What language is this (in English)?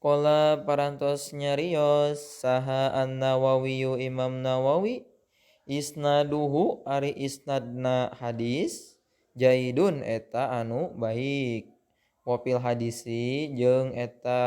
Sundanese